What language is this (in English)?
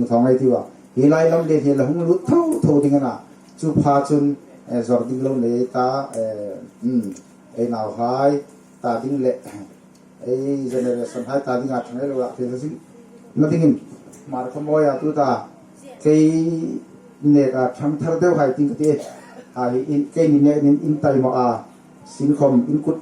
Hmar